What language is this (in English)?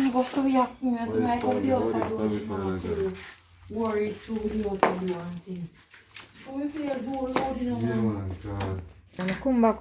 Jamaican Creole English